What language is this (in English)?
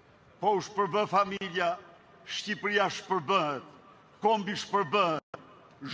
Albanian